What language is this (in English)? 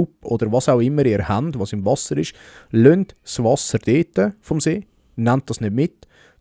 Swiss German